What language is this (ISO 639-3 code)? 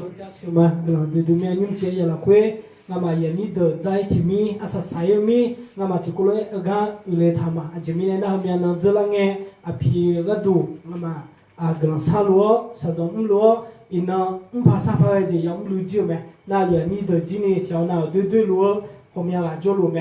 ahk